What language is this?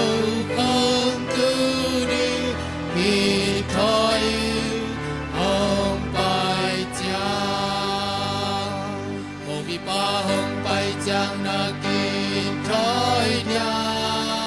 Tedim Chin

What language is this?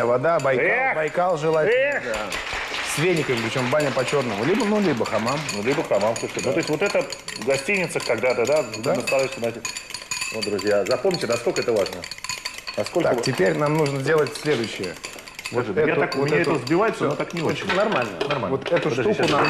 Russian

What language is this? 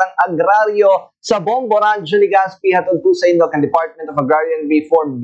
Bikol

